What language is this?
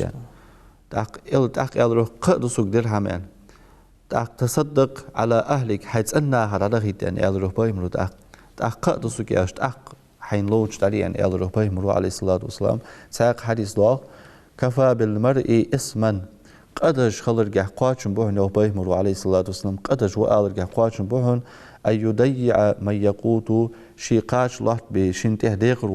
Ingush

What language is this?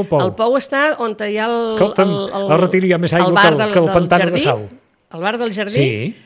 Catalan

